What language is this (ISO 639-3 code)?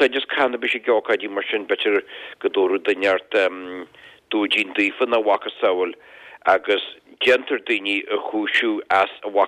gle